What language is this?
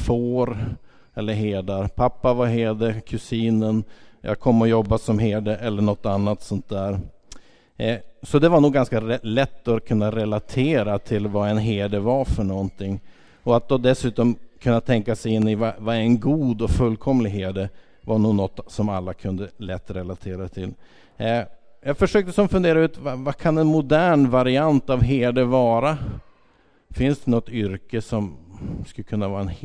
Swedish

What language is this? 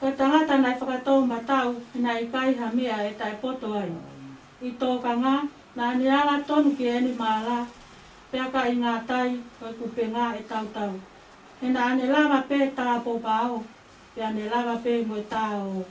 Tongan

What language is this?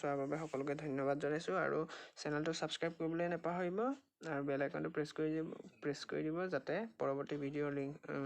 Assamese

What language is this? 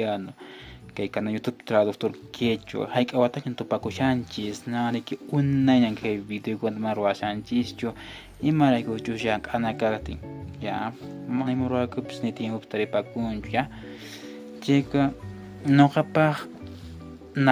Quechua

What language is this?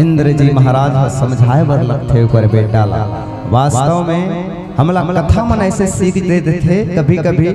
Chhattisgarhi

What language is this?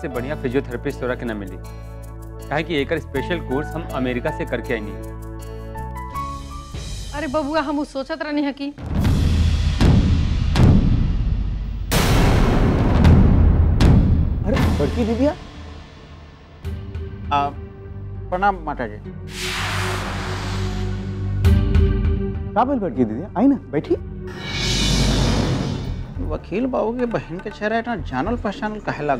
Bhojpuri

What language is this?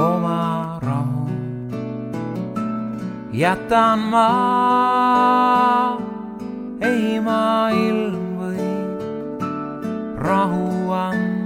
Estonian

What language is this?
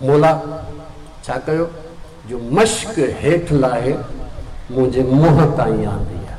Sindhi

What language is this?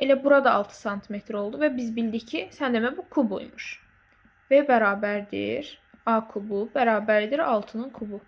Azerbaijani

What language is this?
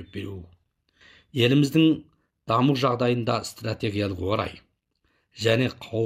Kazakh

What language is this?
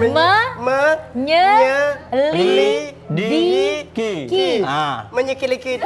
Musi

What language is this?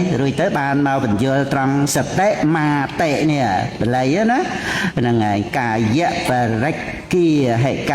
Khmer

